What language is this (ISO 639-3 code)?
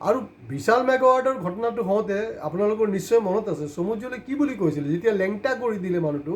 asm